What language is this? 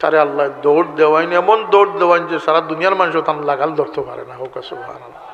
Sylheti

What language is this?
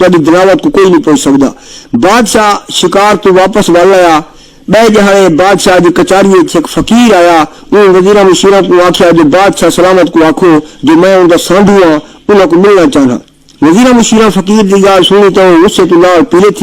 Saraiki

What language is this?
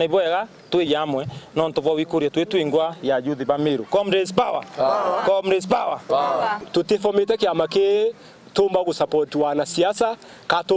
Meru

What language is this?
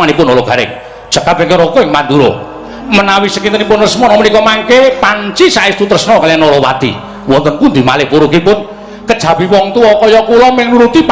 Javanese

